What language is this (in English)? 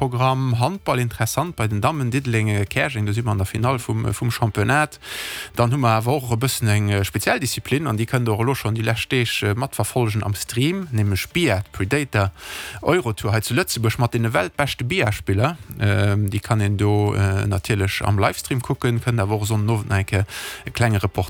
Luxembourgish